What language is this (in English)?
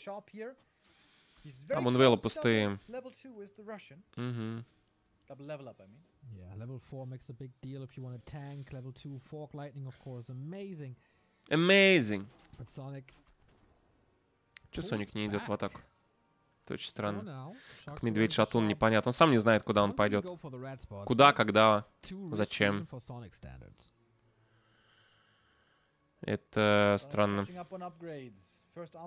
Russian